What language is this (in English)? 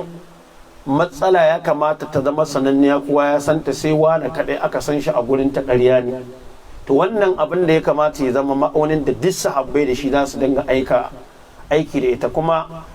Hausa